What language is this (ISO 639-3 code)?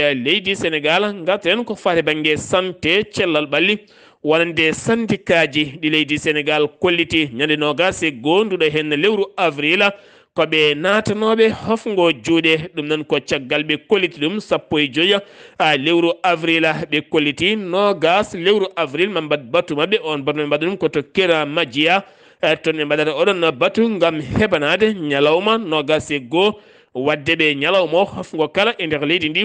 ful